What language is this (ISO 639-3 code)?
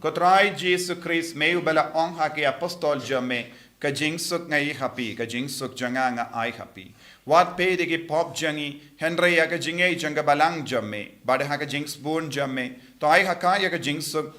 kha